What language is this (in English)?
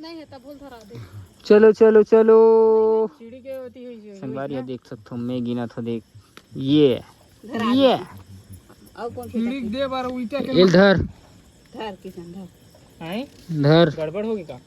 Chhattisgarhi